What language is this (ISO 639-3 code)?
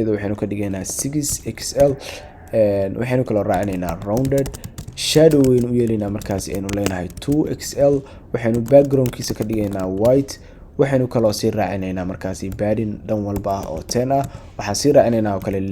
som